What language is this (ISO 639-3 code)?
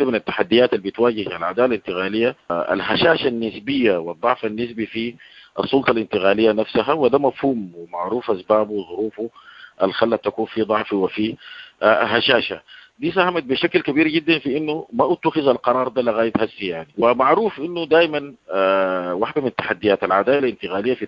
apd